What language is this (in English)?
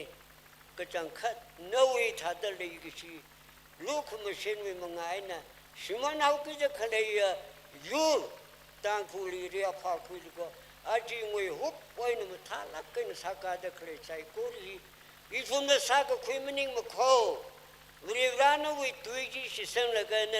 Tangkhul Naga (India)